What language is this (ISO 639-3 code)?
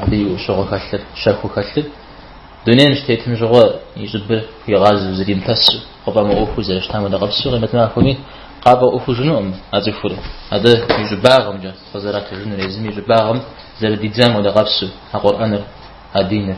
kbd